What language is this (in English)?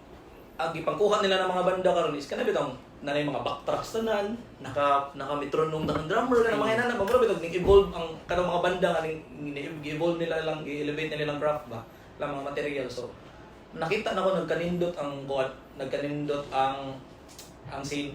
Cebuano